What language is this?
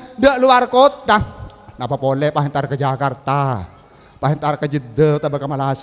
Madurese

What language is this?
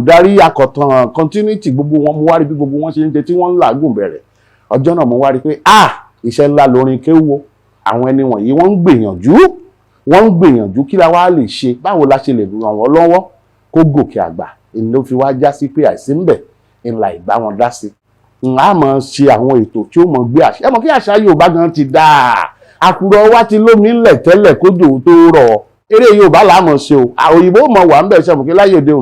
Yoruba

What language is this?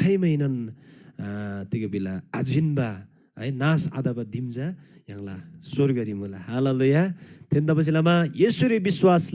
Eastern Tamang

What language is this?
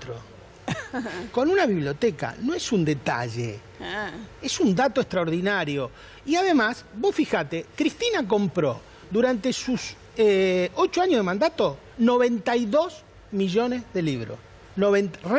Spanish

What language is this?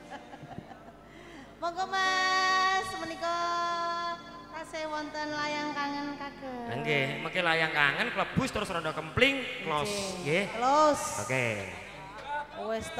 Javanese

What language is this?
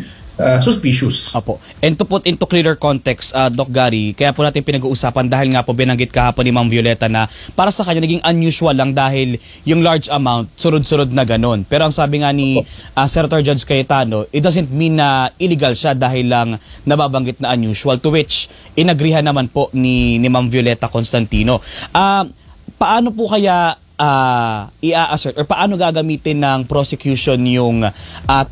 Filipino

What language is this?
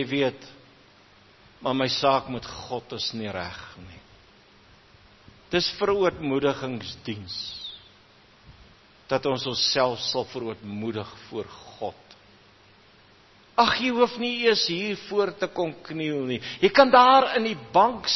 Afrikaans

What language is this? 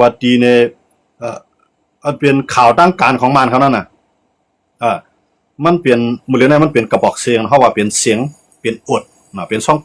Shan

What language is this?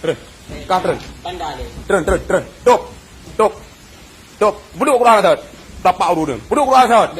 Achinese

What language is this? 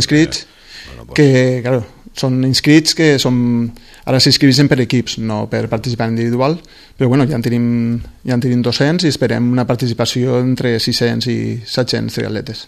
Catalan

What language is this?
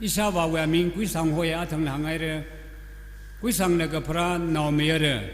Tangkhul Naga (India)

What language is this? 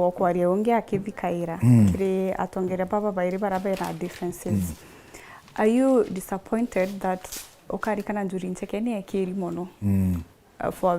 Meru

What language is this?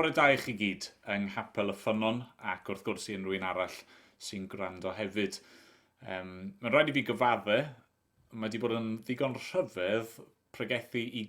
Welsh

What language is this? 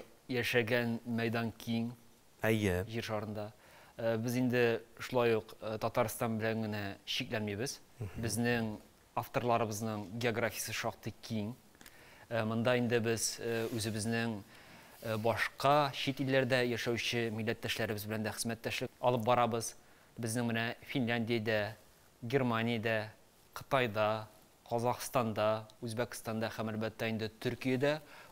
Tatar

